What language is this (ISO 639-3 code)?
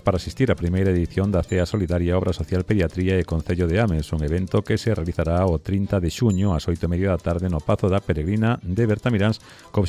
glg